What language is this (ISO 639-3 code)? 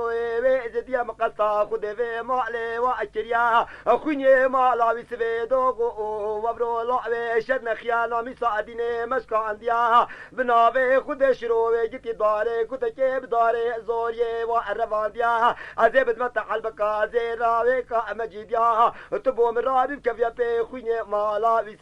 kur